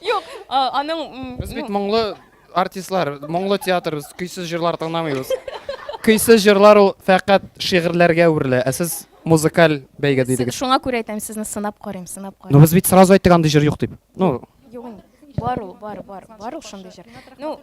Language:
Tatar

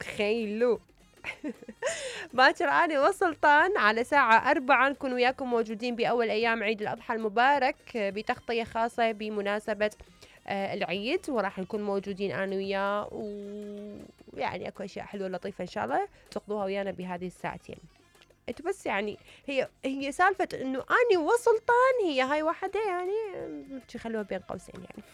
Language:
Mesopotamian Arabic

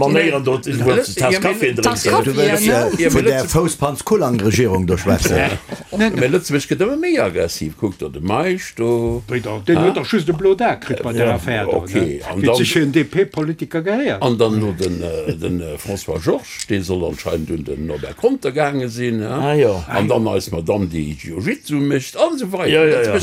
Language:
Luxembourgish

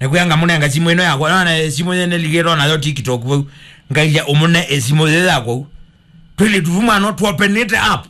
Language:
Kamba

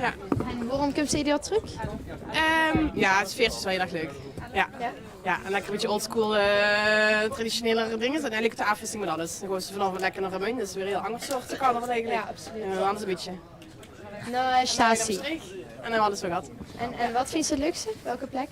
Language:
Limburgish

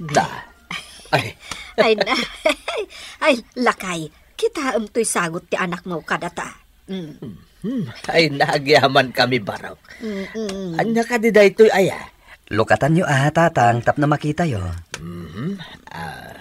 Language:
Iloko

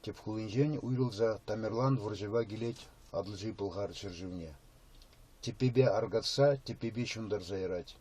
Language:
Chuvash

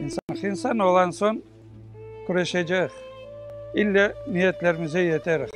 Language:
Crimean Tatar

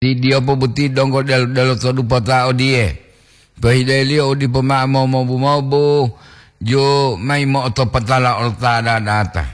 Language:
Gorontalo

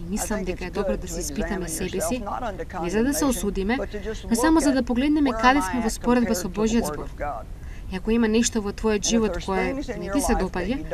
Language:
Macedonian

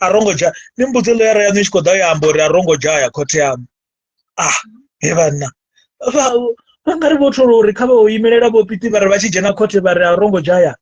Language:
Venda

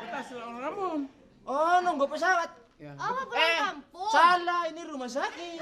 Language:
Betawi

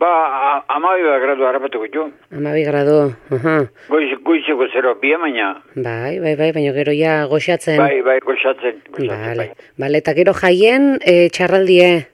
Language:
Basque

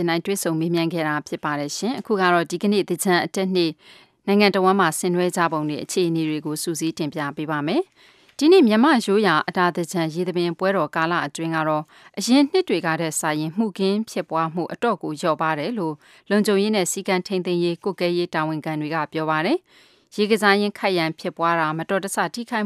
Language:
Burmese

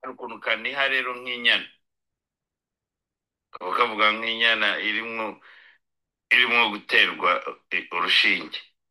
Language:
Kinyarwanda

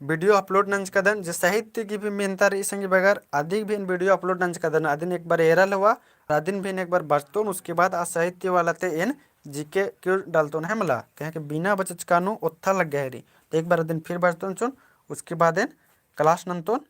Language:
Kurukh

